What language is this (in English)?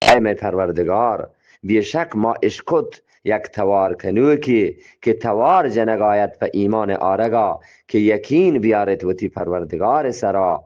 Eastern Balochi